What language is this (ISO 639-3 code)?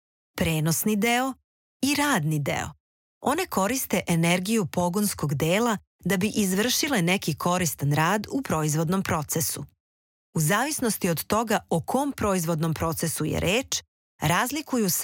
srp